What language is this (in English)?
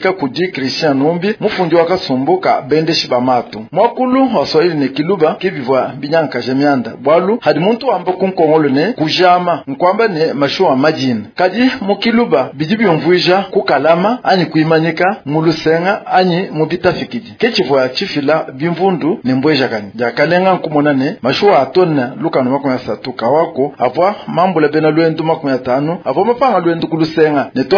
Luba-Lulua